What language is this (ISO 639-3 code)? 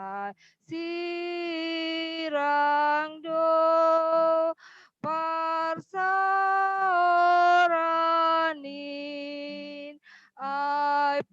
bts